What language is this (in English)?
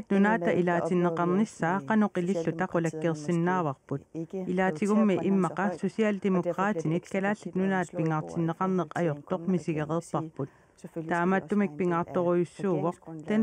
Kalaallisut